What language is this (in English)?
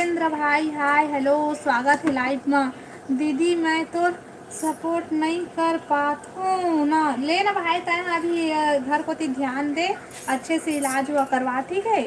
Chhattisgarhi